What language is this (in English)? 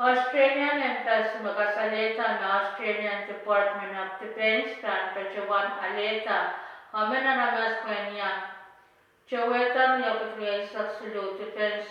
Pohnpeian